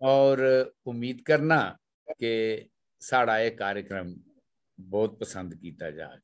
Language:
Dogri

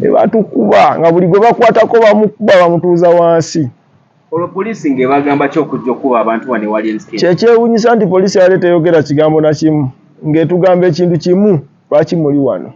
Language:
Ganda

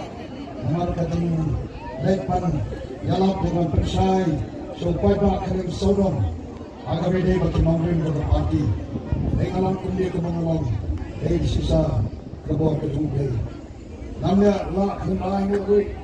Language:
Khasi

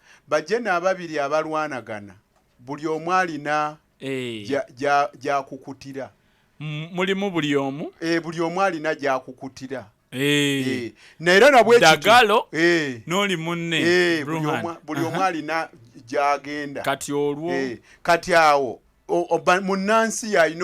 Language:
Ganda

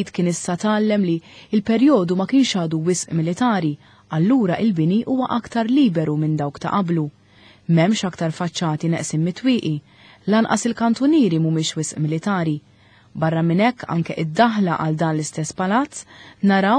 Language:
Maltese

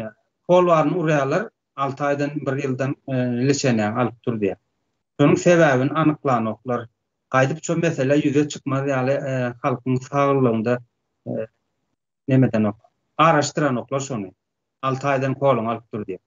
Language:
Turkmen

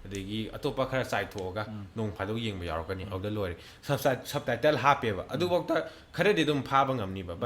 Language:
Manipuri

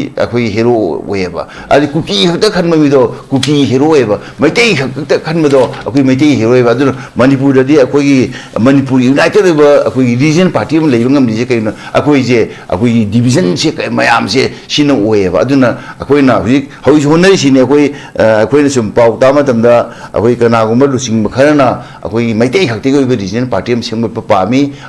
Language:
Manipuri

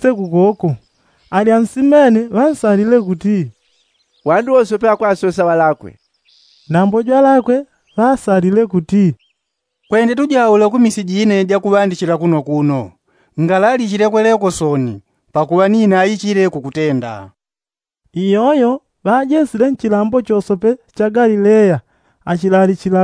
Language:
Yao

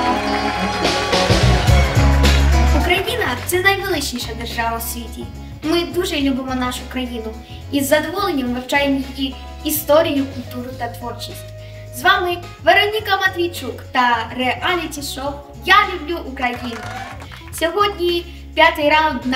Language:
Ukrainian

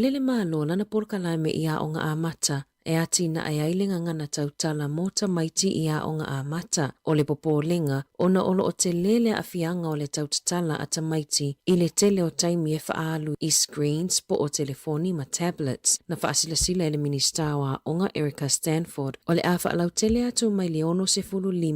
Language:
Samoan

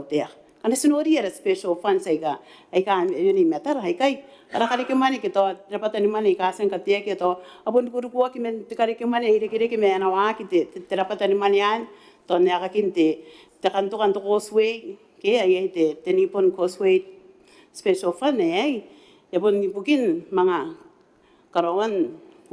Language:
Gilbertese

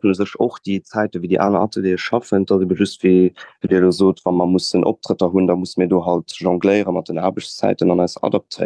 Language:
Luxembourgish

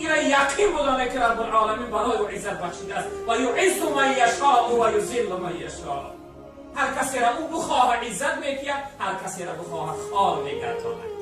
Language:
Tajik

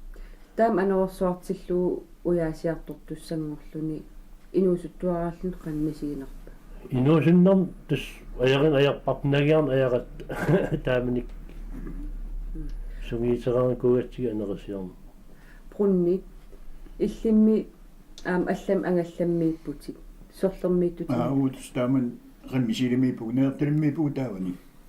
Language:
Kalaallisut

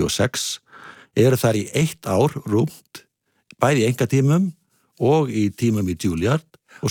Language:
Icelandic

